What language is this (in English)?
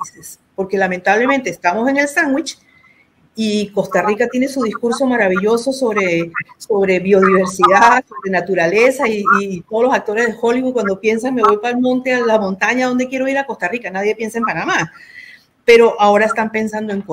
Spanish